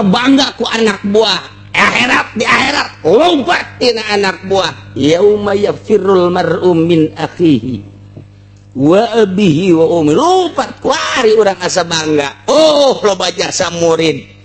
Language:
Sundanese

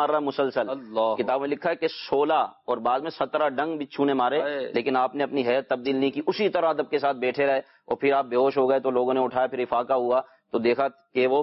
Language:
Urdu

